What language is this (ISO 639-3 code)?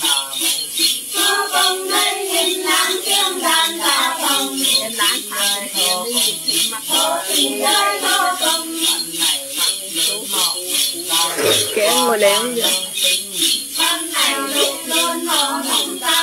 vie